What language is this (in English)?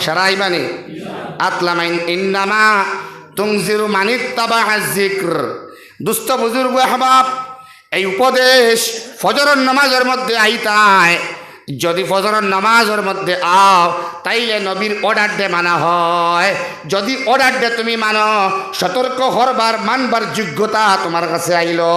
Sylheti